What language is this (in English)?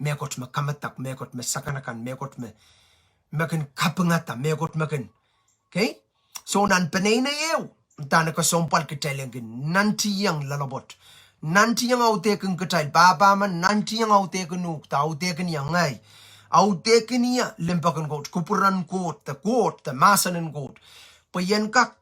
Pohnpeian